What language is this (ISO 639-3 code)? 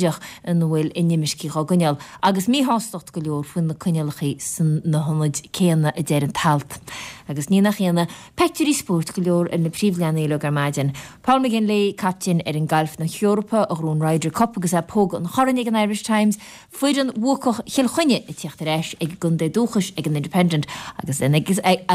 gle